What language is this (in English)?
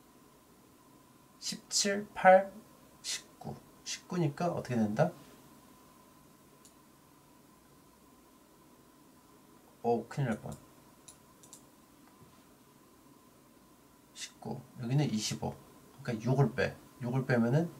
Korean